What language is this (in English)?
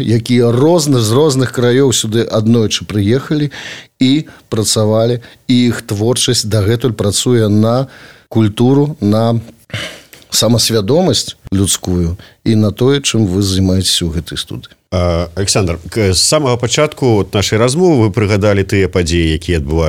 Belarusian